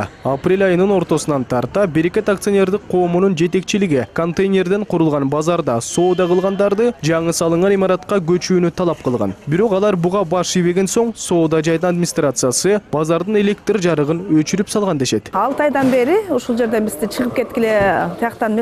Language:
Kyrgyz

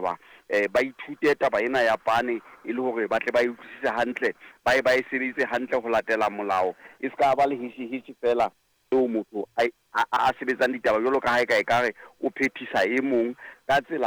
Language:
Southern Sotho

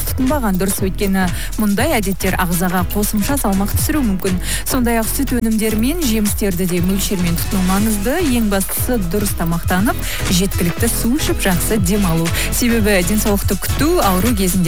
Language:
Kazakh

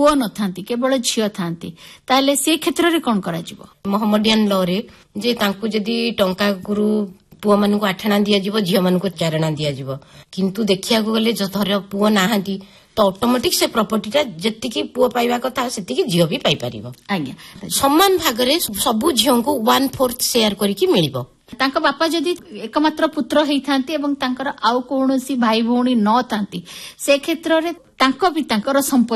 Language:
Odia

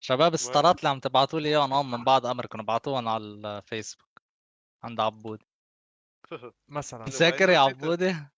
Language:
North Levantine Arabic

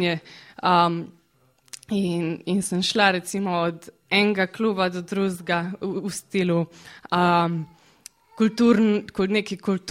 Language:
Slovenian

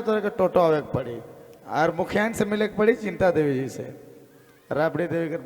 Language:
Sadri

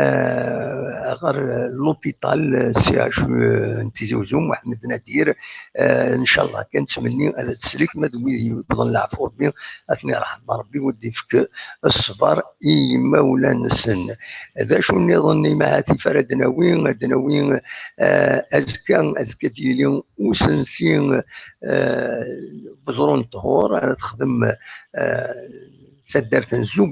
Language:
Kabyle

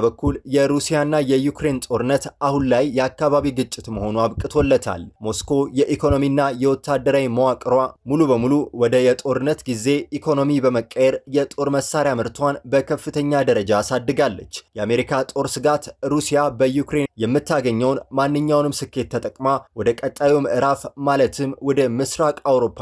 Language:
Amharic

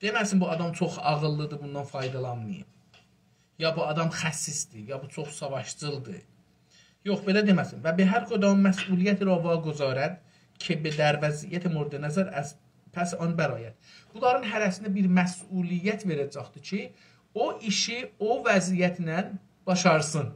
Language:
South Azerbaijani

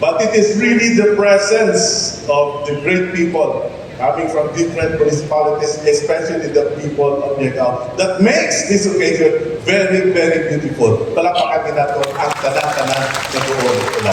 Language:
Hiligaynon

